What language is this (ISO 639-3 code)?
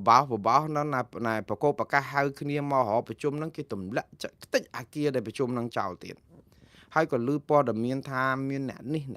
khm